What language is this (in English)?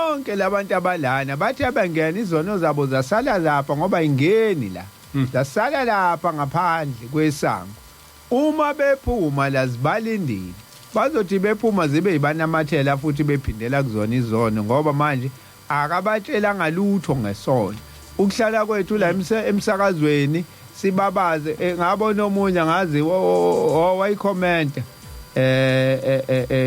Zulu